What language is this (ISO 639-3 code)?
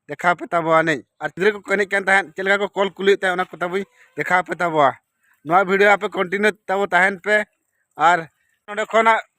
sat